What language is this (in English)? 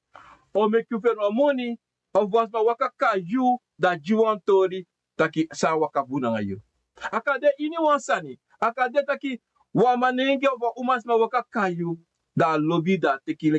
Sranan Tongo